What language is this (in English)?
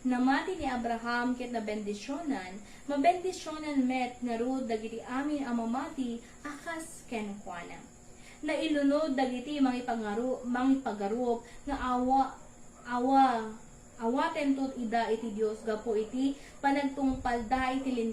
Iloko